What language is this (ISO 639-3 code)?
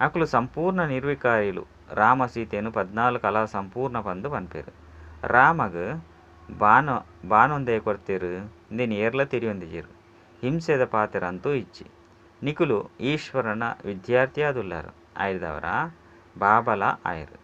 tcy